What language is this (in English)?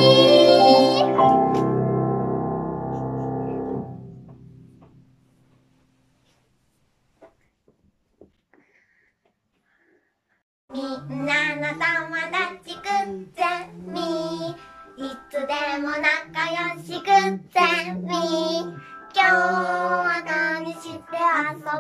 Japanese